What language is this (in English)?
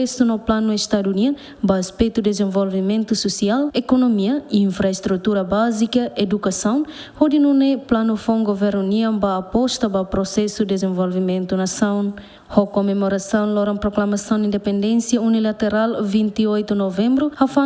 Tetum